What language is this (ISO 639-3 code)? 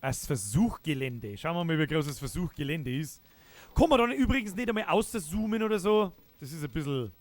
bar